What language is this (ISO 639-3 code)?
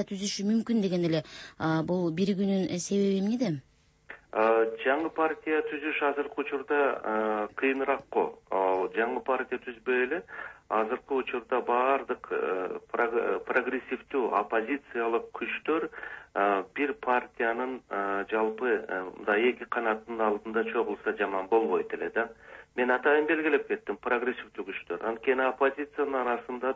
kir